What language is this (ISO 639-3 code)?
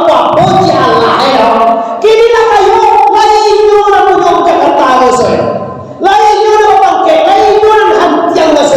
min